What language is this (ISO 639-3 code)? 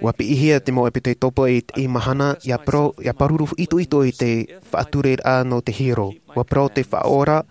tah